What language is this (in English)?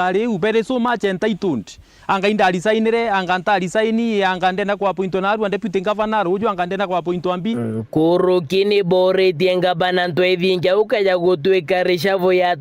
Meru